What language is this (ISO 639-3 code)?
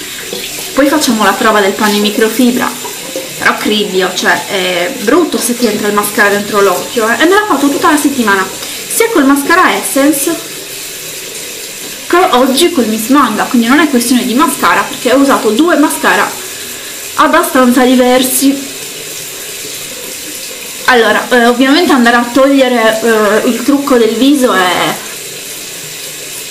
ita